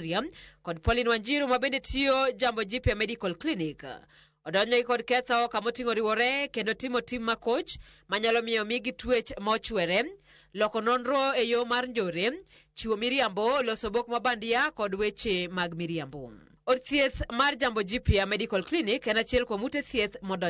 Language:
Luo (Kenya and Tanzania)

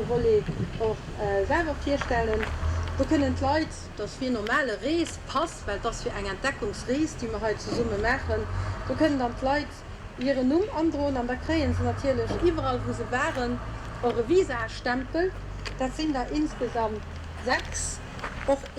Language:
Luxembourgish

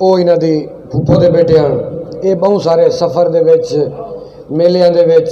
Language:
Saraiki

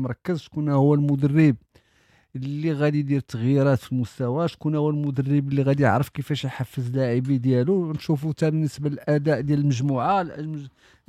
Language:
Moroccan Arabic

